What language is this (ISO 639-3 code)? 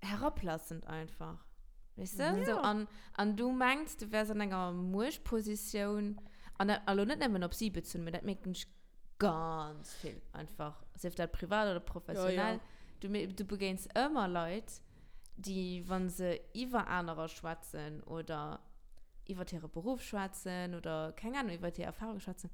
ltz